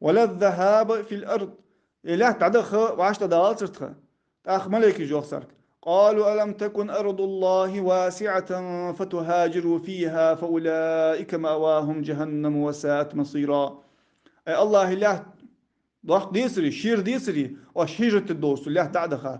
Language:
Ingush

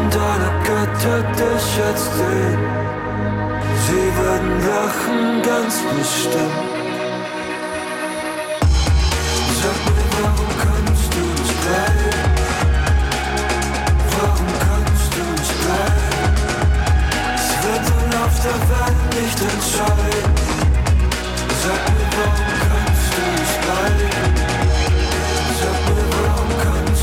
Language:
German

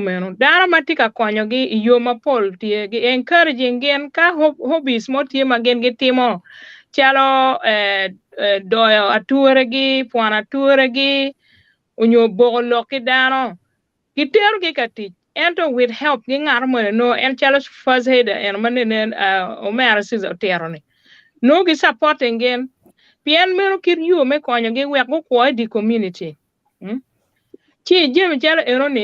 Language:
Acoli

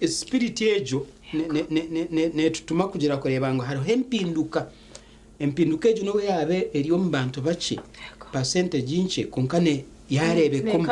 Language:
Nyankole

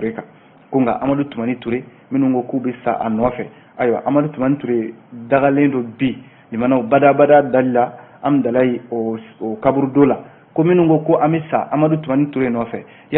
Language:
Bambara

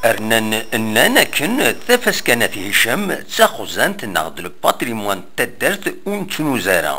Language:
Kabyle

